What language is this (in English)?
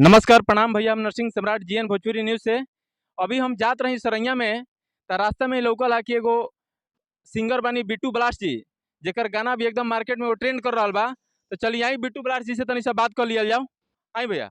Bhojpuri